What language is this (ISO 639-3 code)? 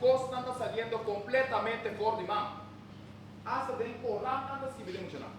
pap